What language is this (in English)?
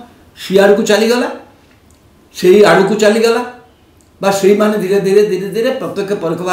Odia